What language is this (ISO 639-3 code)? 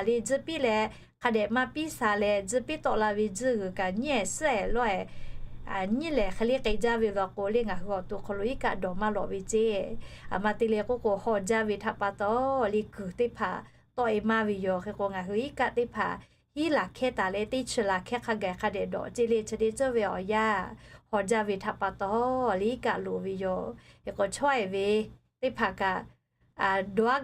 lhu